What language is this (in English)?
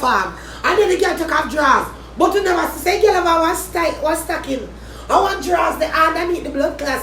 Jamaican Creole English